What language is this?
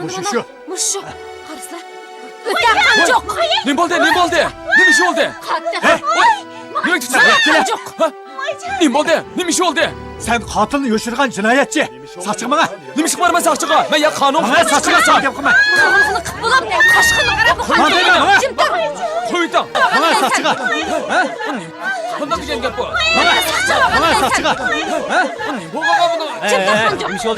Uyghur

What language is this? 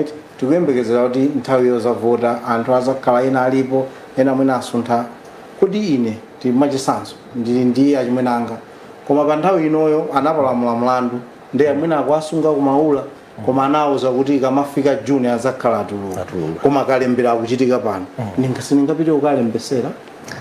Nyanja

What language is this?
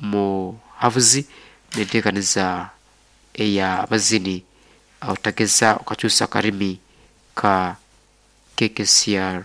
Nyankole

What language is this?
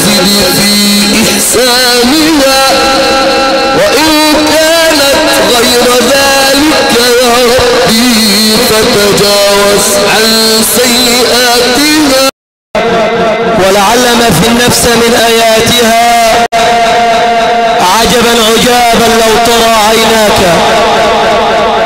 Arabic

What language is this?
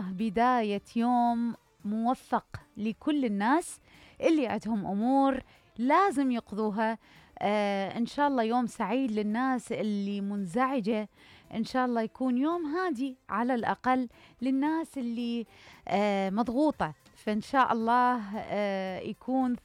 Mesopotamian Arabic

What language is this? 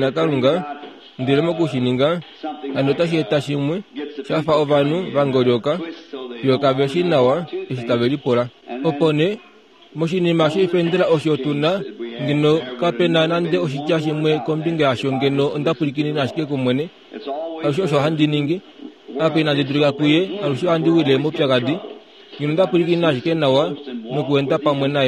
Kuanyama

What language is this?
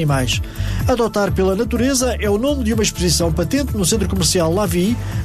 Portuguese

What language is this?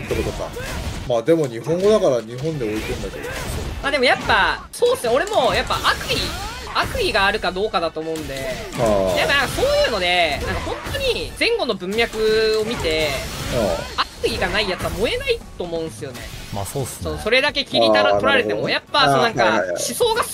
Japanese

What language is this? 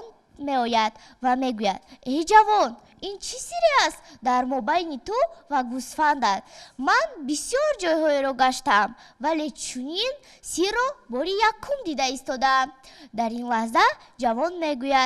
Tajik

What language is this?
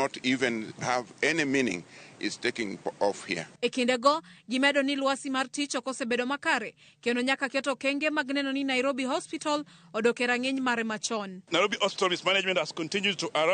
Luo (Kenya and Tanzania)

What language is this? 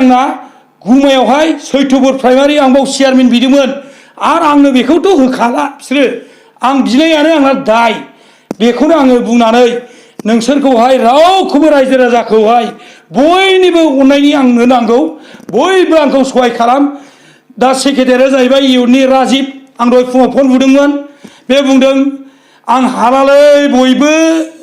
Bodo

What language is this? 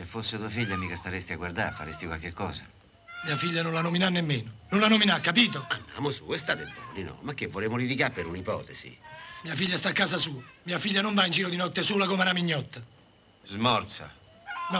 Italian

